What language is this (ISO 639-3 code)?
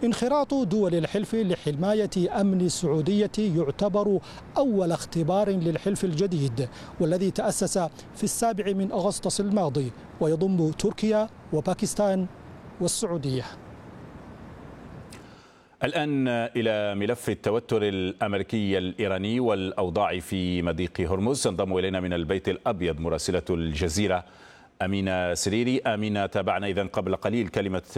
ara